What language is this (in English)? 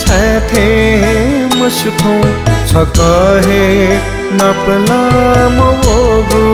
Newari